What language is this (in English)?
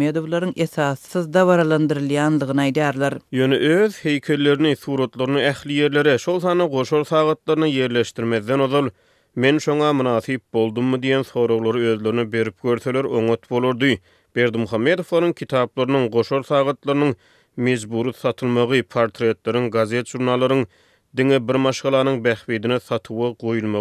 Turkmen